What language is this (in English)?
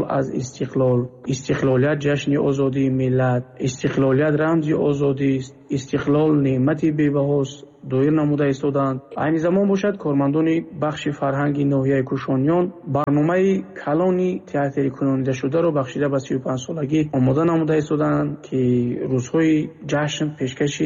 Tajik